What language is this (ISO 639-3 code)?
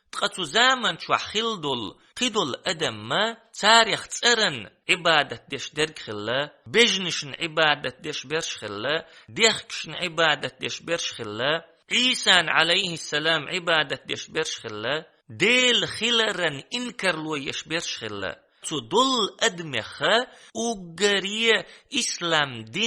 che